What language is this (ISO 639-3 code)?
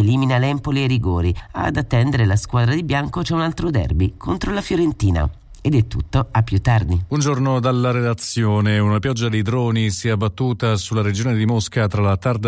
ita